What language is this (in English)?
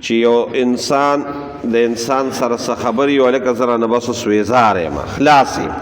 Pashto